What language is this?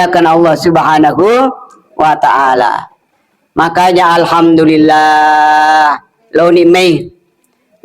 Buginese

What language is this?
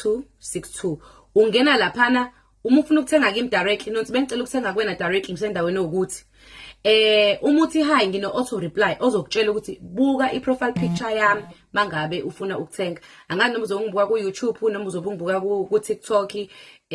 Zulu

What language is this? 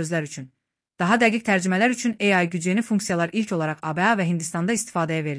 Azerbaijani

